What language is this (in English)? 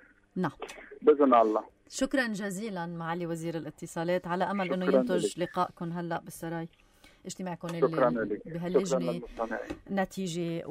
North Levantine Arabic